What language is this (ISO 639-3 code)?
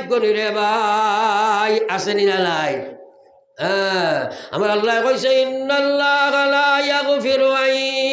syl